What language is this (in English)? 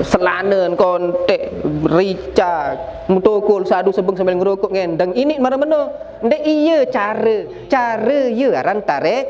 Sasak